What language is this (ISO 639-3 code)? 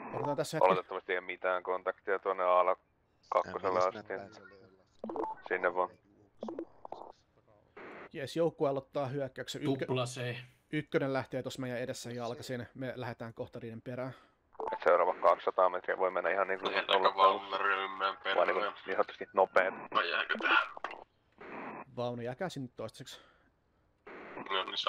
fin